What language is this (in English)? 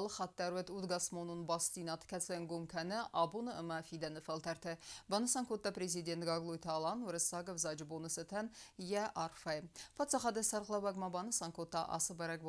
Ossetic